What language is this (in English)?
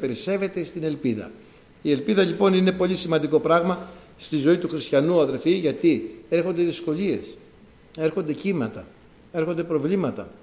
Greek